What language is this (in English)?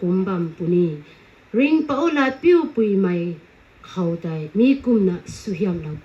Rongmei Naga